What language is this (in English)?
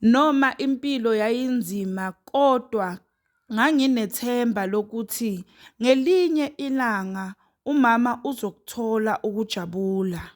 Zulu